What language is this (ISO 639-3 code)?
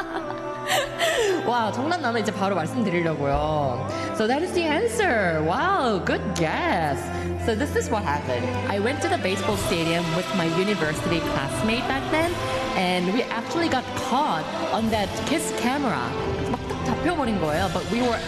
kor